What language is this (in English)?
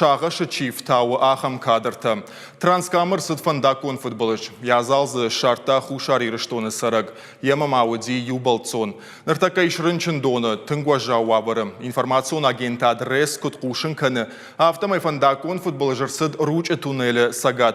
Ossetic